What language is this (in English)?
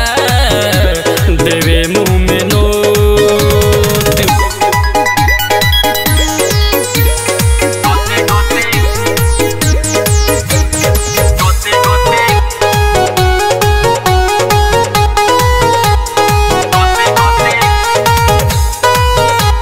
Bhojpuri